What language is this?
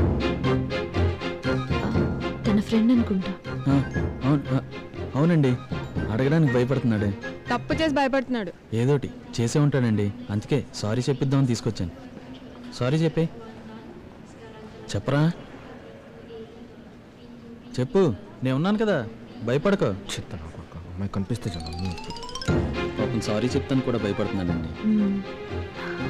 Telugu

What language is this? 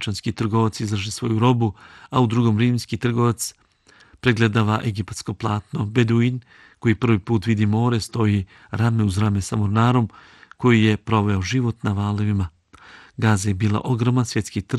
Bosnian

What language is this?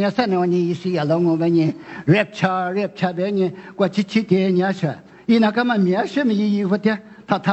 Lisu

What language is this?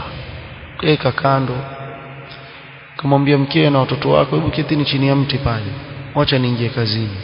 Swahili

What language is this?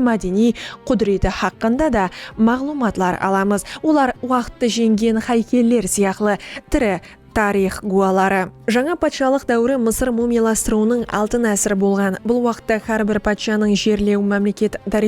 Kara-Kalpak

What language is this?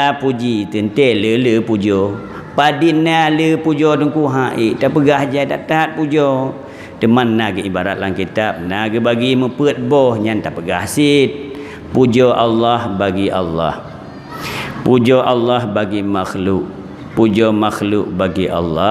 Achinese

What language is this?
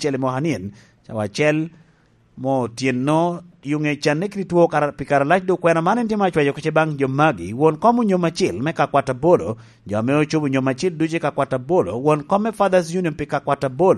Lango (Uganda)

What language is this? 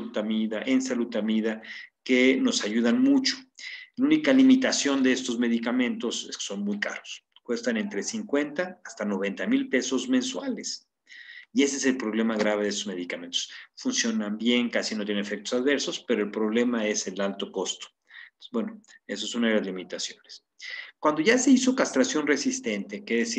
Spanish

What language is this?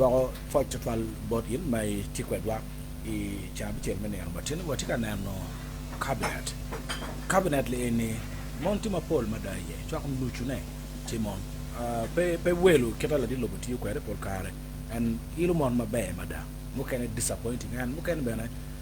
Acoli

